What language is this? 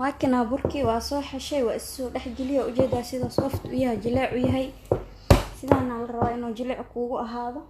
Somali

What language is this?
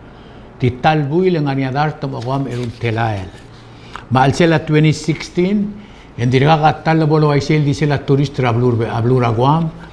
Palauan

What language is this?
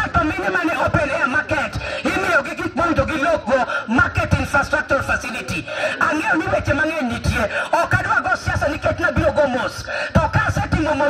Luo (Kenya and Tanzania)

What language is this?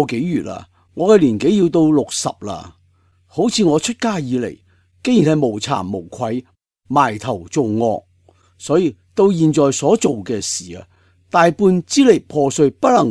Cantonese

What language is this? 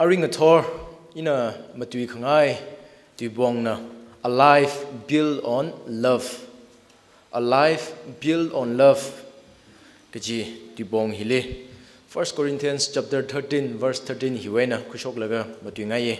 Tangkhul Naga (India)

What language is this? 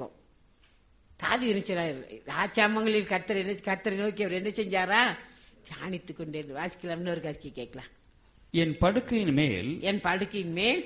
Tamil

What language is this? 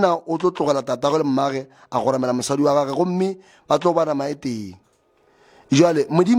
Northern Sotho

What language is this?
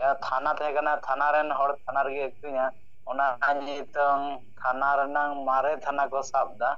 Santali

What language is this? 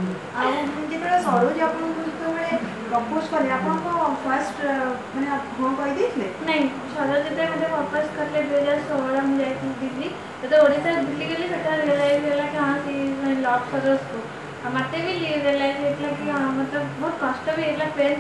Odia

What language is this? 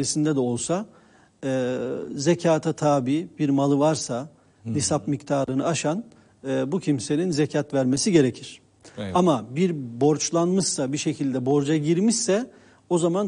Turkish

